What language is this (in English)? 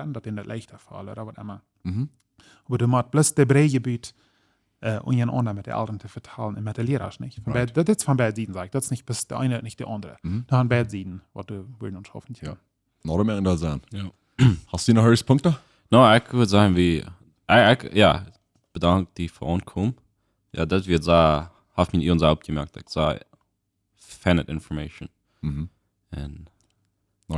Plautdietsch